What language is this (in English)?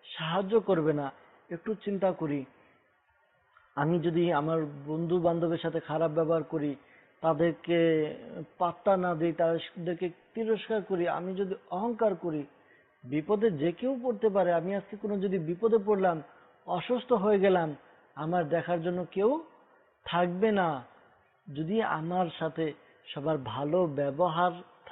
Bangla